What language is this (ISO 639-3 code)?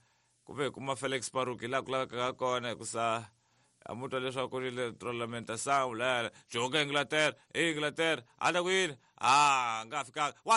tso